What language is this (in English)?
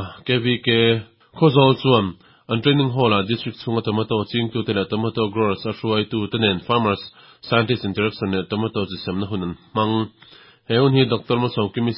Mizo